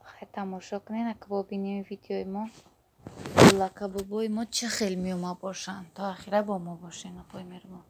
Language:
Tajik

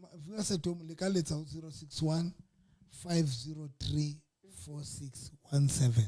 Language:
Southern Sotho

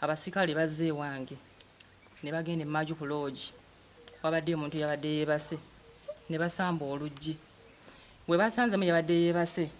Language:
Ganda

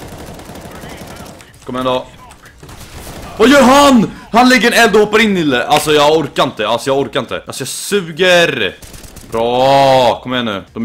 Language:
Swedish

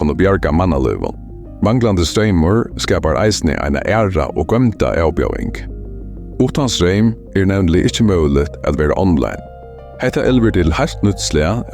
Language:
Faroese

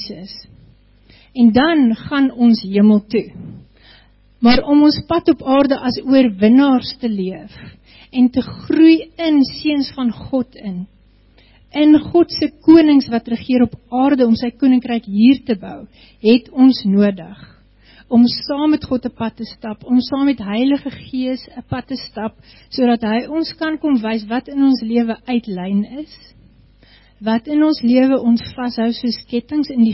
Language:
Afrikaans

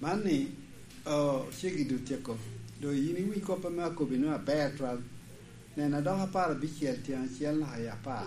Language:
Lango (Uganda)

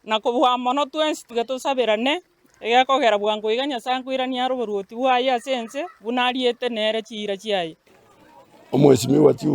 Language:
Gusii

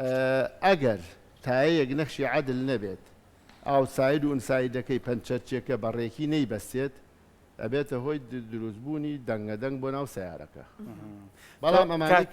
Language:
Central Kurdish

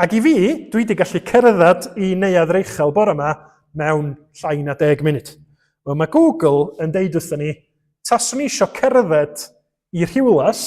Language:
Welsh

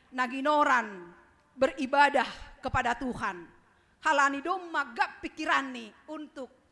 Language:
Batak Simalungun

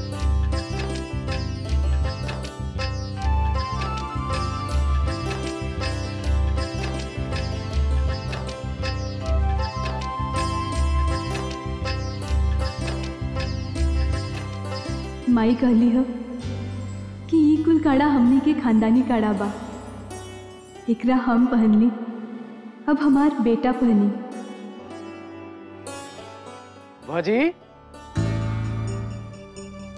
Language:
Bhojpuri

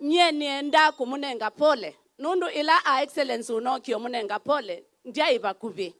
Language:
Kamba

